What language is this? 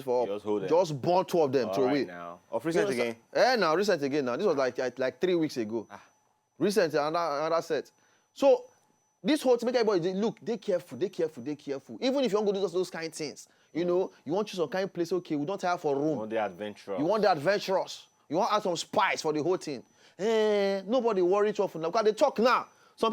Nigerian Pidgin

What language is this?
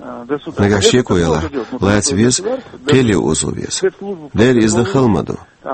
Chechen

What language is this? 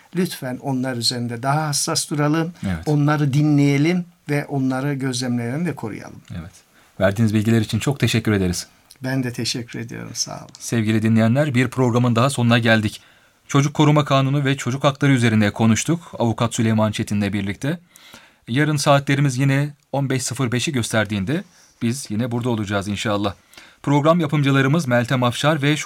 Turkish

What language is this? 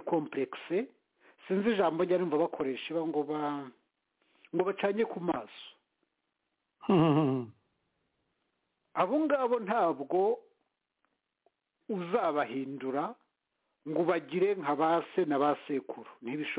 Kinyarwanda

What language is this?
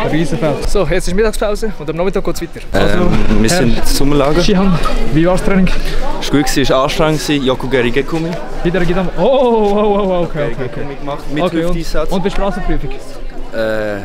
Swiss German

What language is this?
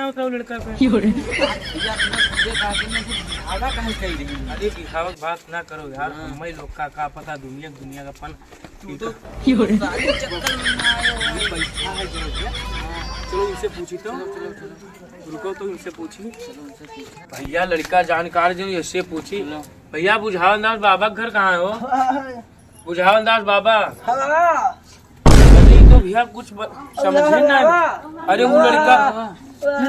Awadhi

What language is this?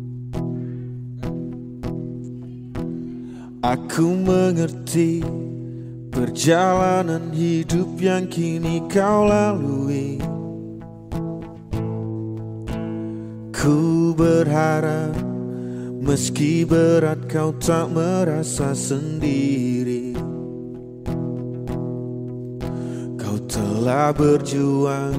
Indonesian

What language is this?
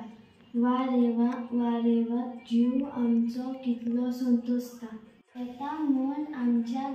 Konkani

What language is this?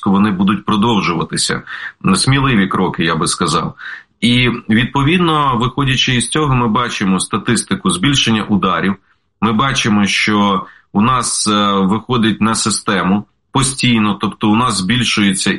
Ukrainian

